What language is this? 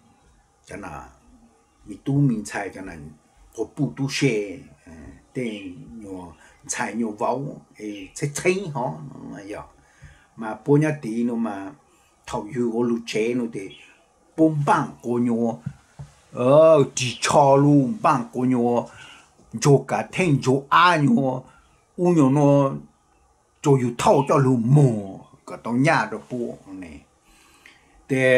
Vietnamese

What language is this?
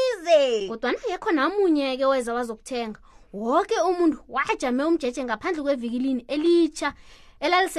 South Ndebele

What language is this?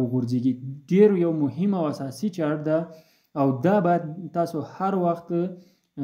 Pashto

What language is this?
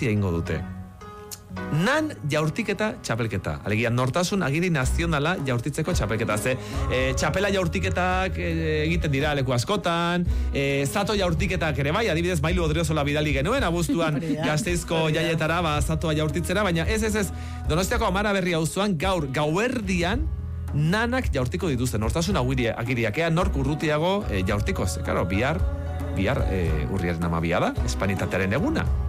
Basque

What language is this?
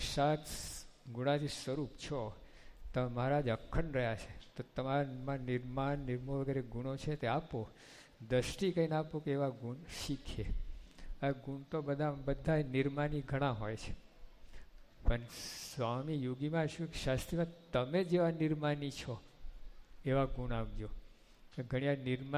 Gujarati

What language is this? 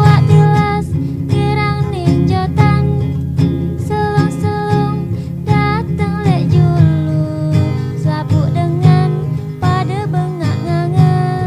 Sasak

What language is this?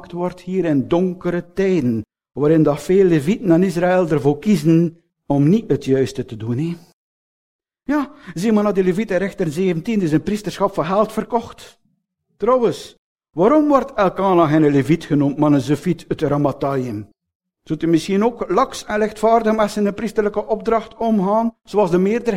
Dutch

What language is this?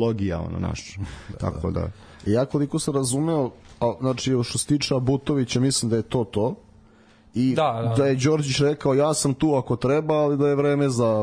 Serbian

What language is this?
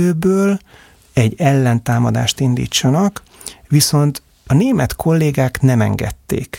Hungarian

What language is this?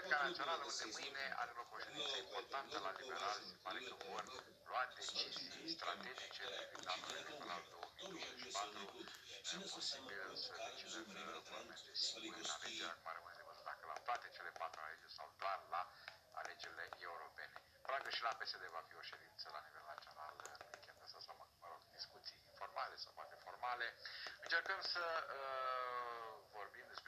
Romanian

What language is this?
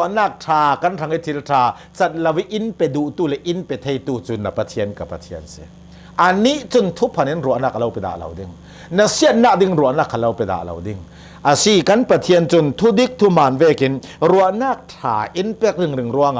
Hakha Chin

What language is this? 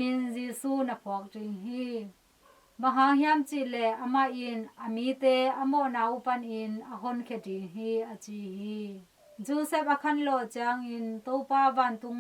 Tedim Chin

